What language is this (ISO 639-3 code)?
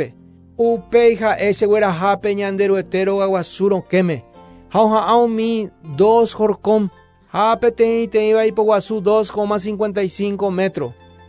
grn